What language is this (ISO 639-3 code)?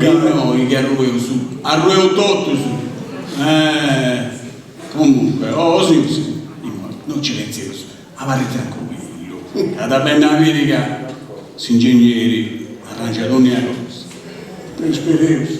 srd